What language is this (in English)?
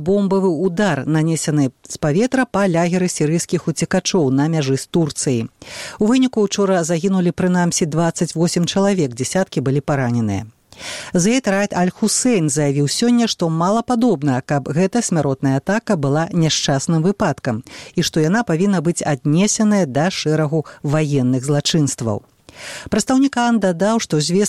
Belarusian